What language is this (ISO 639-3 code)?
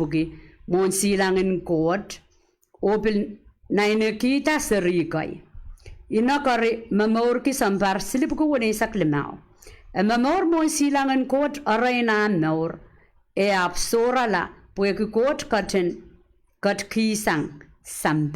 pon